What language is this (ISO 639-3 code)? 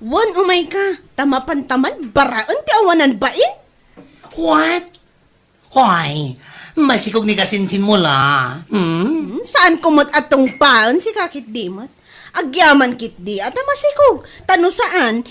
ilo